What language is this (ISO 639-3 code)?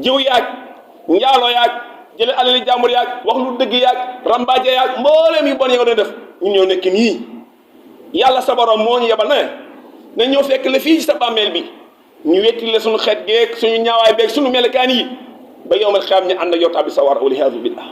wol